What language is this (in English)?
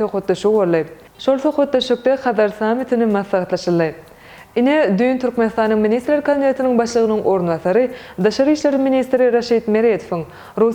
Turkmen